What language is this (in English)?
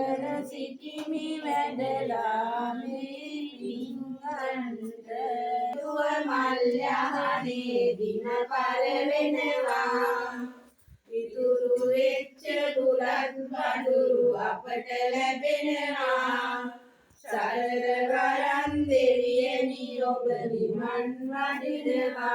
Sinhala